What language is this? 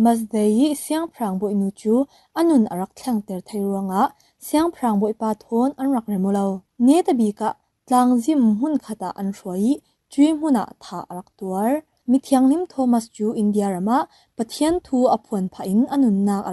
Falam Chin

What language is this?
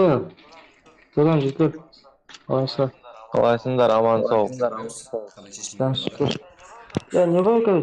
Kara-Kalpak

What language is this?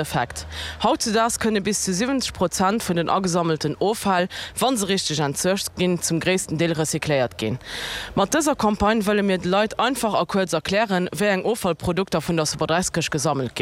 Luxembourgish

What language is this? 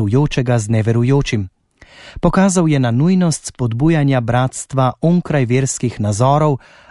Slovenian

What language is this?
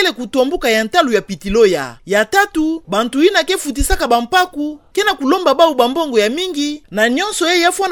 Kituba (Democratic Republic of Congo)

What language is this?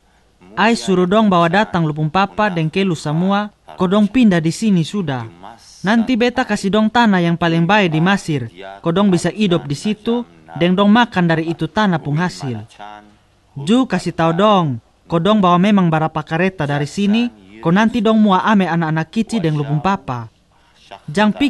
Kupang Malay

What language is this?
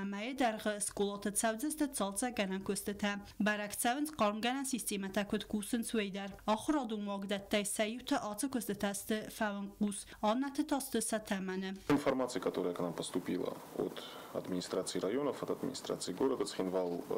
Ossetic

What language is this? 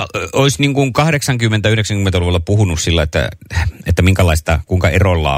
Finnish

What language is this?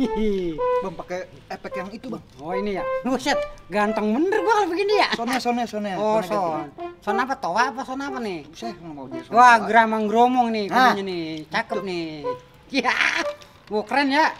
Betawi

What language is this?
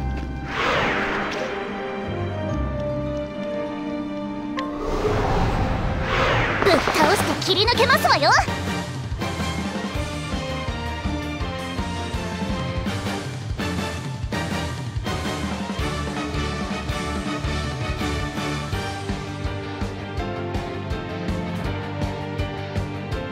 Japanese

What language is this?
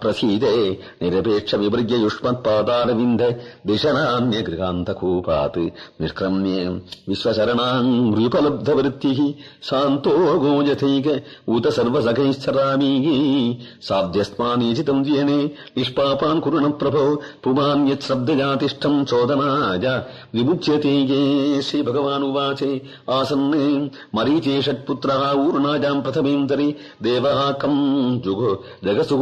Sanskrit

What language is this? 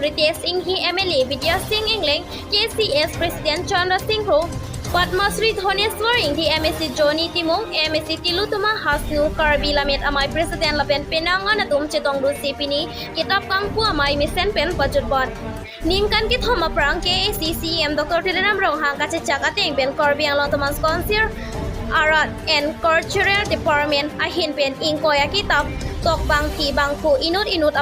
Karbi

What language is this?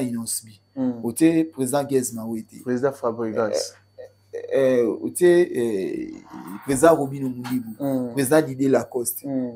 Lingala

